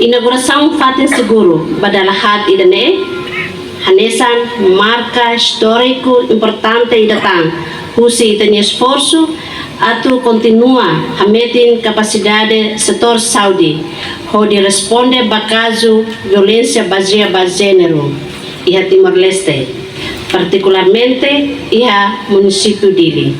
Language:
Tetum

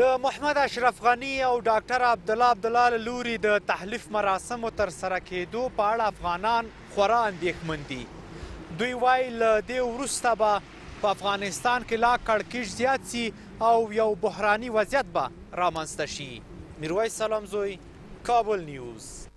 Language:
Pashto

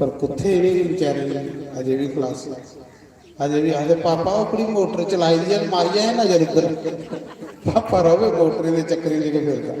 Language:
Dogri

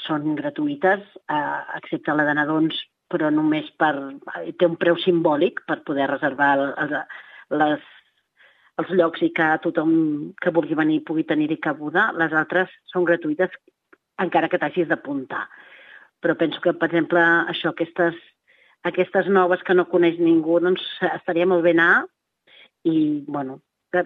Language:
Catalan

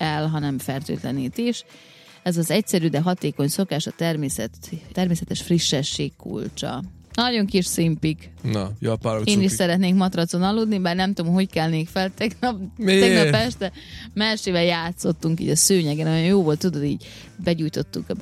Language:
Hungarian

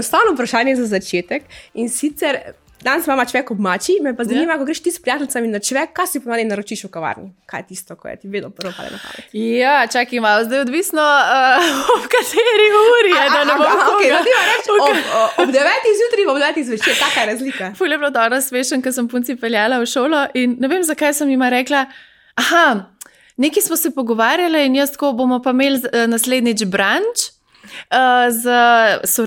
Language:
Slovenian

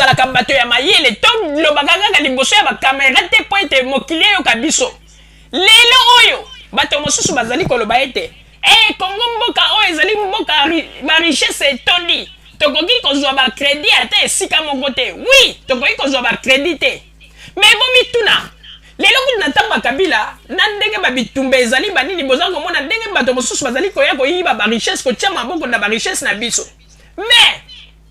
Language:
Lingala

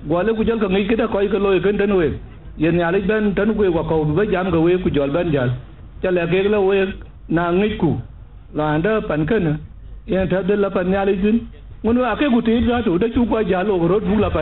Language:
Dinka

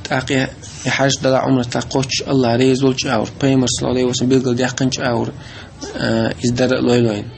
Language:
Chechen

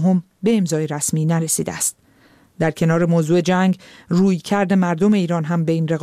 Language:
Persian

